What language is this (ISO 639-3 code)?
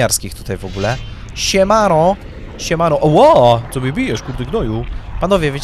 pol